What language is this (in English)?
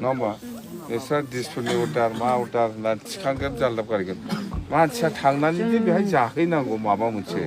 Bodo